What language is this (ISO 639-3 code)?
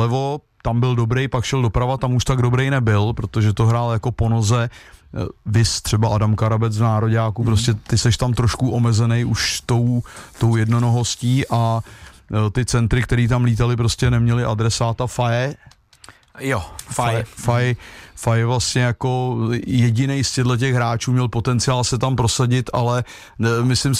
ces